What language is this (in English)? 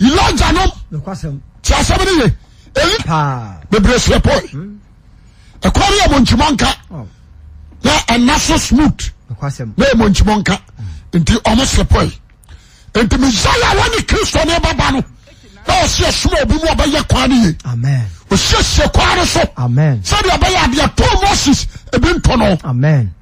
Akan